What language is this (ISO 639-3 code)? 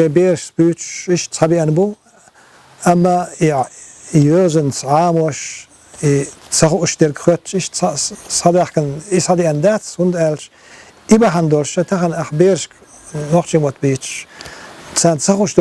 che